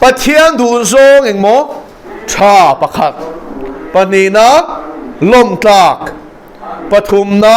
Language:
Mizo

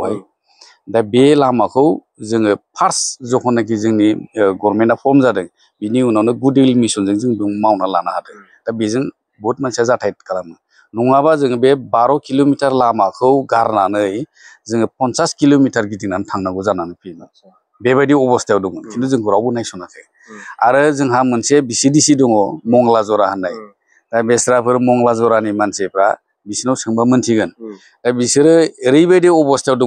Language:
Bodo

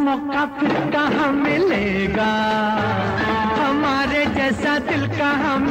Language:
Hindi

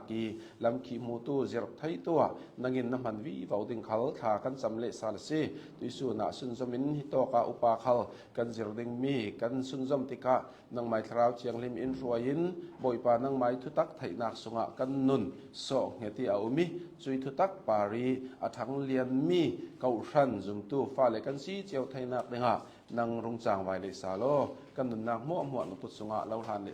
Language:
Hakha Chin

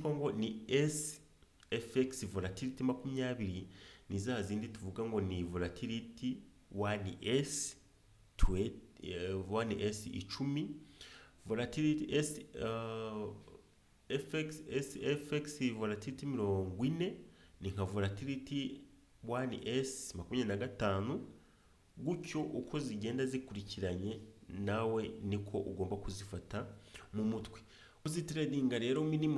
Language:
Kinyarwanda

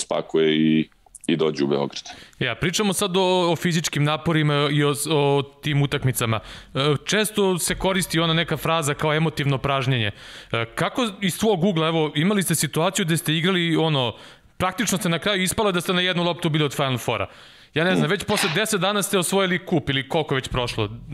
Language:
Serbian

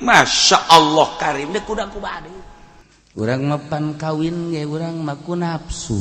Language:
Sundanese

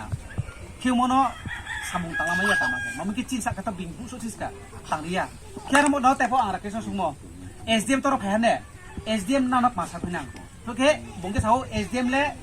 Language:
Riang (India)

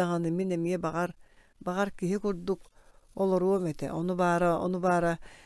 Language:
Yakut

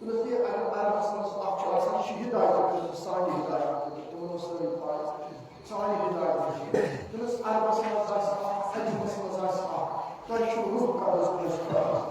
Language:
Kashmiri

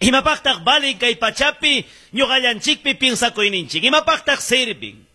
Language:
Ayacucho Quechua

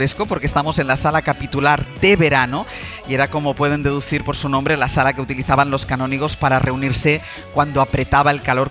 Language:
Spanish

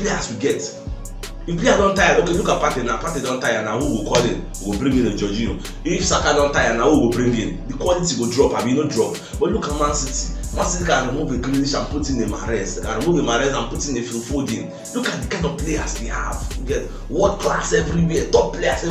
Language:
Nigerian Pidgin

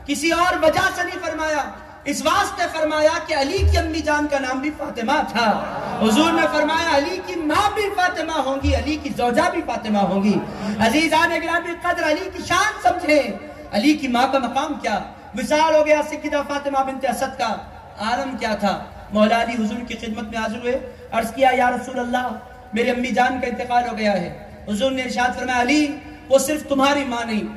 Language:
Urdu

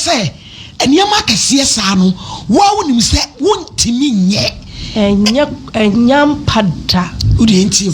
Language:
Akan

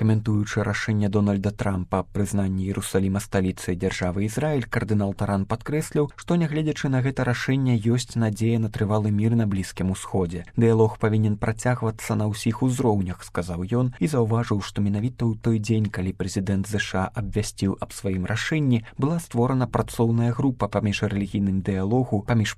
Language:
Belarusian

